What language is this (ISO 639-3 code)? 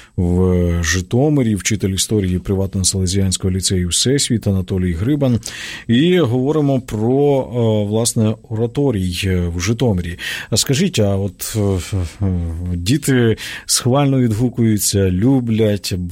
ukr